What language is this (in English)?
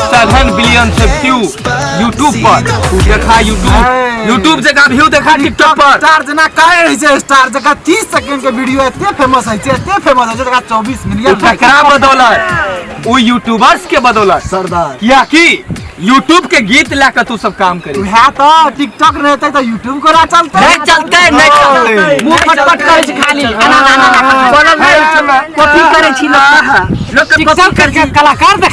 Maithili